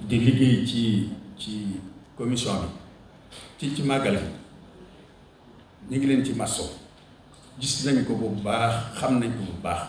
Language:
Wolof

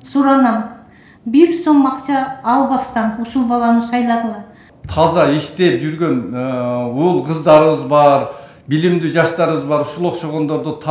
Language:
Kyrgyz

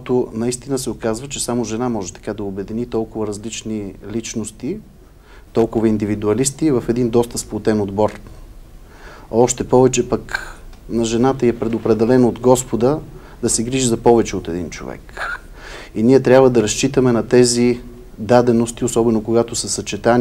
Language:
Bulgarian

